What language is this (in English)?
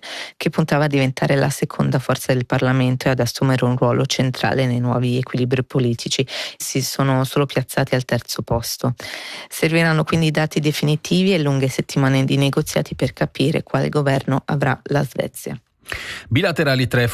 Italian